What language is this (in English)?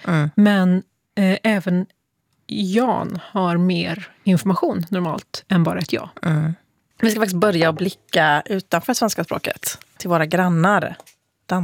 Swedish